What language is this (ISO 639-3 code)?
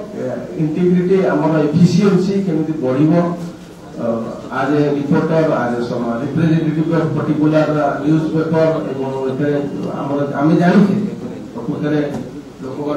ori